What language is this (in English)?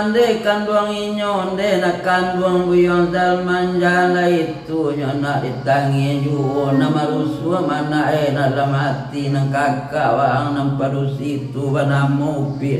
Minangkabau